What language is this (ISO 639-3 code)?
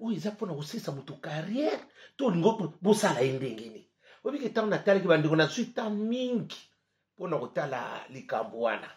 lin